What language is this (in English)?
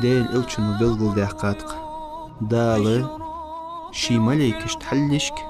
Ingush